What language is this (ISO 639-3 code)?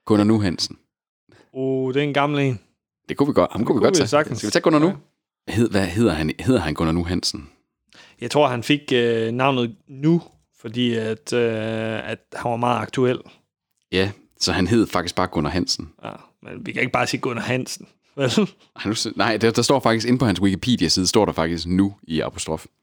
dan